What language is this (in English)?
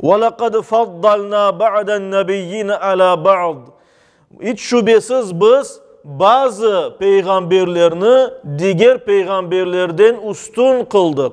Crimean Tatar